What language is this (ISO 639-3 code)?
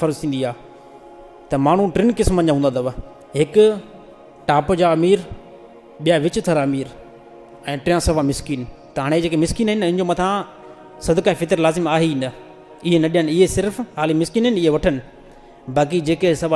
snd